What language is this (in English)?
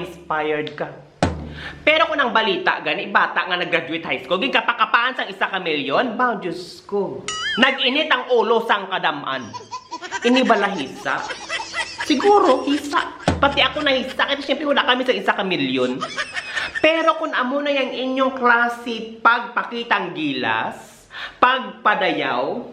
Hiligaynon